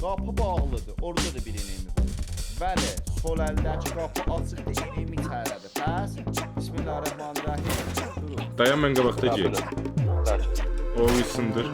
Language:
South Azerbaijani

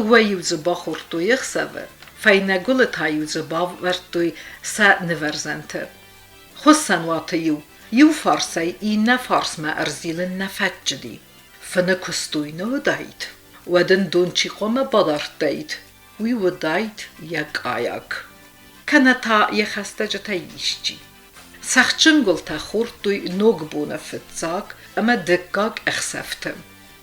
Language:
Ossetic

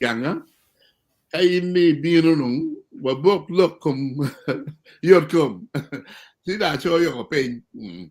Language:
Acoli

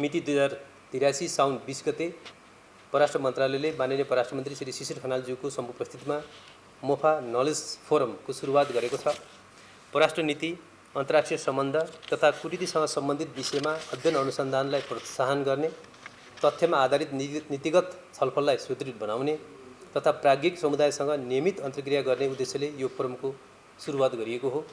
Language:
Nepali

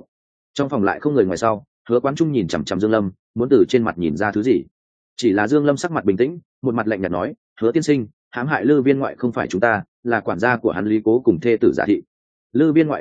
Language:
Vietnamese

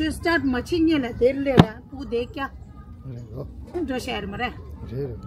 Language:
Tibetan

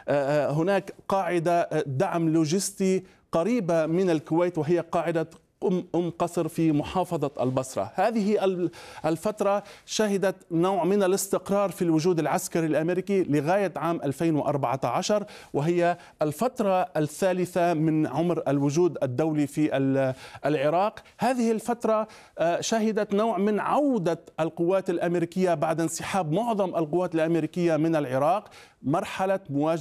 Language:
Arabic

